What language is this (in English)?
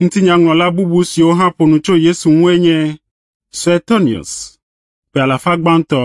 Ewe